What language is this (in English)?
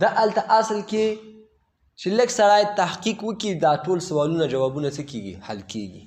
Pashto